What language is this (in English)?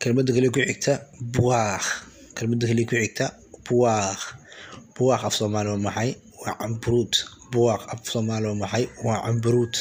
Somali